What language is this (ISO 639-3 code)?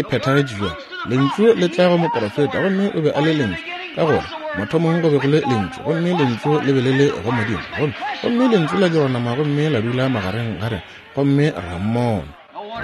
nso